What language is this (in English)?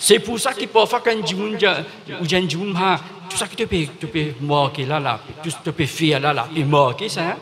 Morisyen